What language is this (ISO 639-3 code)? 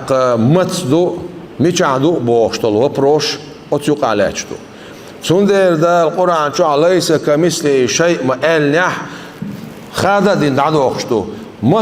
che